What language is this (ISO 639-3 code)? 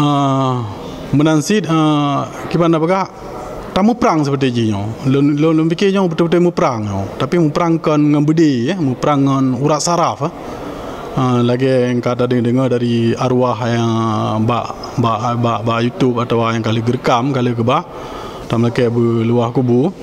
ace